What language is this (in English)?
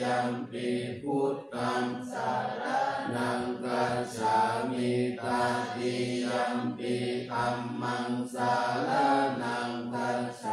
Pali